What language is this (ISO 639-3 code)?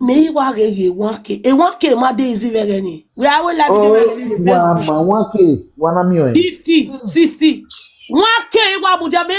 pcm